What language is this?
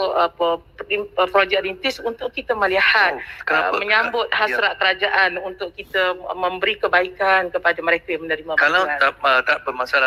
Malay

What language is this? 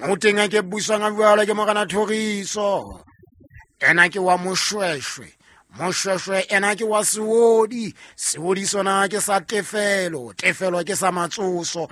Southern Sotho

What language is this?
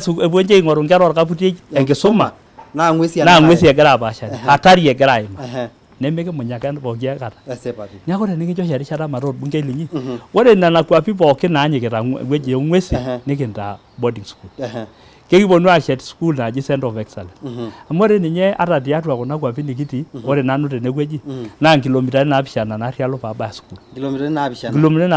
Masai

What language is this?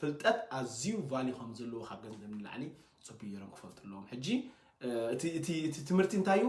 Tigrinya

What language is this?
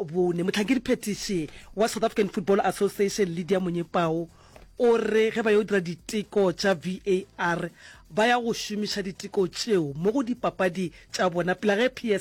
Northern Sotho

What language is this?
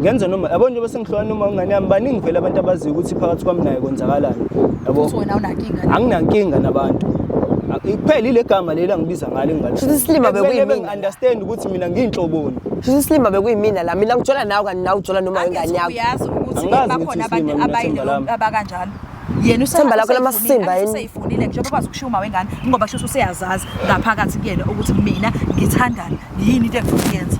Zulu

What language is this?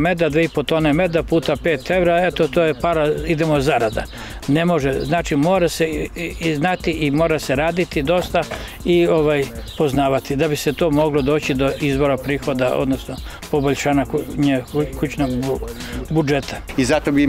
Serbian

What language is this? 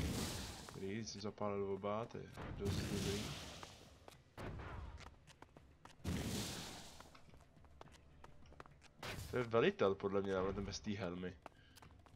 Czech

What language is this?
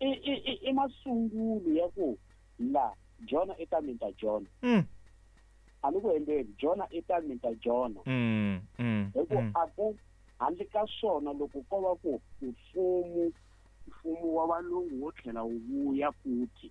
Tsonga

